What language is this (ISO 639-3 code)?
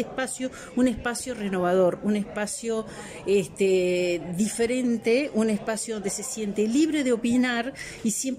spa